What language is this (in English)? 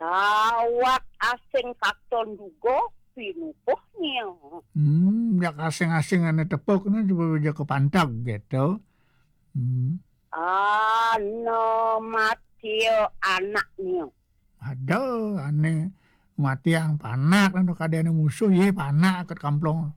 Balinese